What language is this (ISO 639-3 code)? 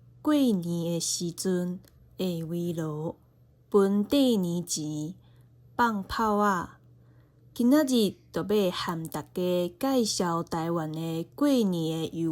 nan